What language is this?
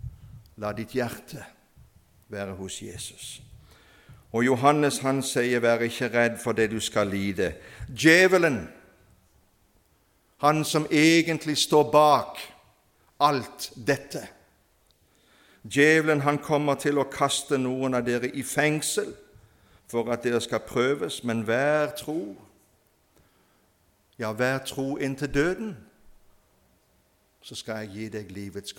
Norwegian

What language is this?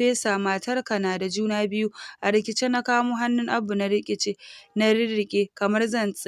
Hausa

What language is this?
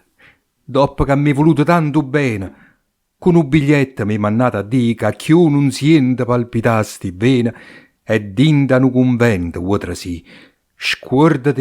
Neapolitan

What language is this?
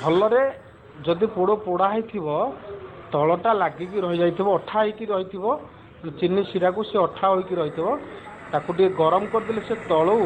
Odia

